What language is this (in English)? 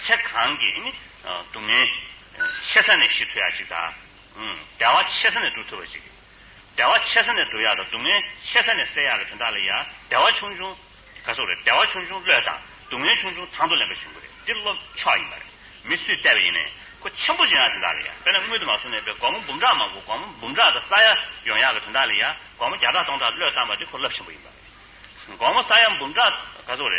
Tibetan